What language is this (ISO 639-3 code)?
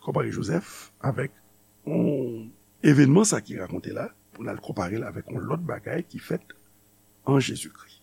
hat